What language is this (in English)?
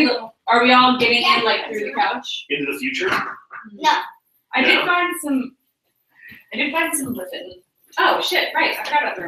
English